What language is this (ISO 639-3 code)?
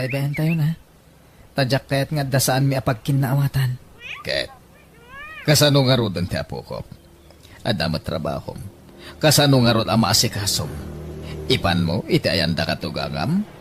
ilo